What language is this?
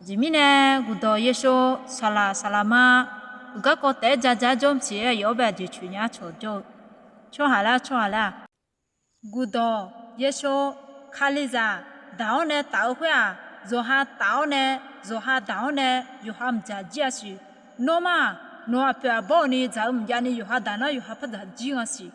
Akha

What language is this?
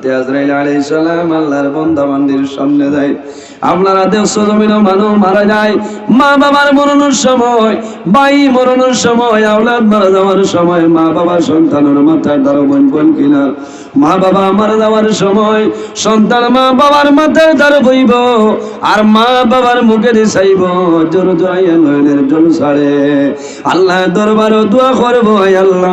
Sylheti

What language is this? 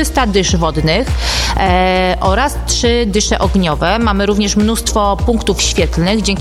Polish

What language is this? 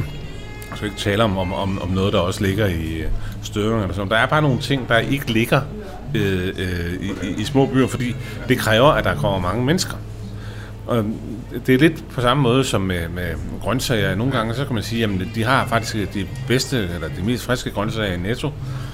Danish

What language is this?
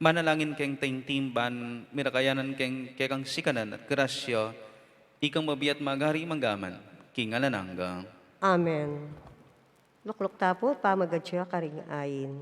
Pampanga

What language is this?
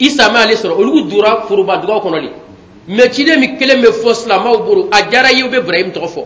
Bambara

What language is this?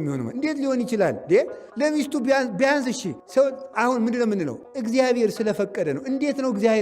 Amharic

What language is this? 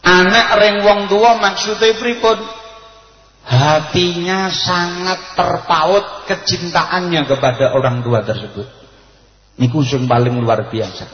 Javanese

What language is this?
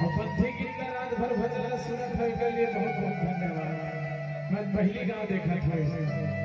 Chhattisgarhi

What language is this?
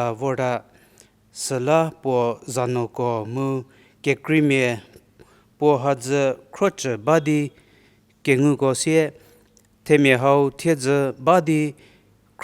Angami Naga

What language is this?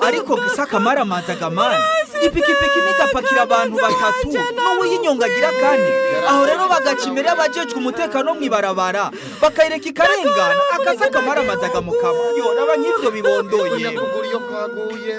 Rundi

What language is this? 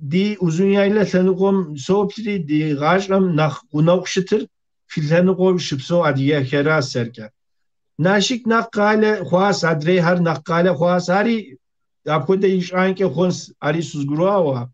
Kabardian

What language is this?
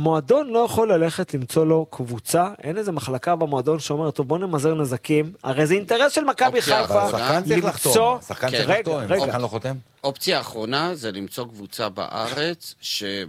Hebrew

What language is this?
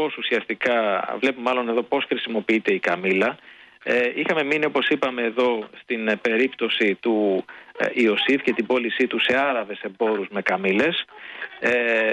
Greek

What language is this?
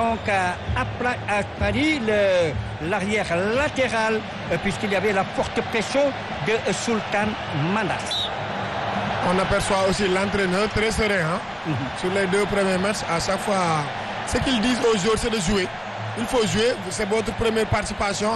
French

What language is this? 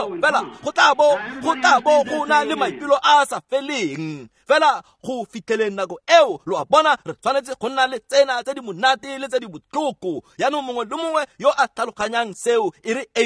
Tswana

